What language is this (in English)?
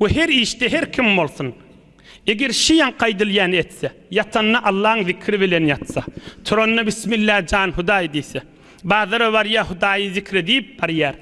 Turkmen